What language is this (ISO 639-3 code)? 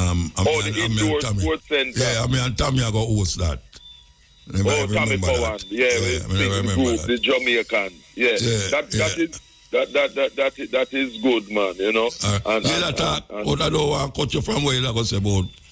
jam